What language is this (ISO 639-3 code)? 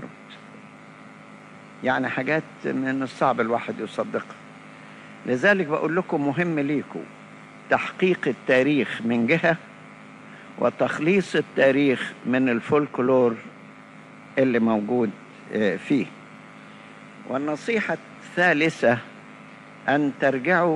arz